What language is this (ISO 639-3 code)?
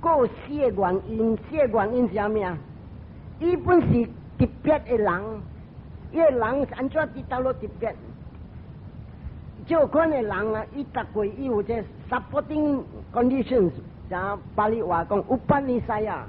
nan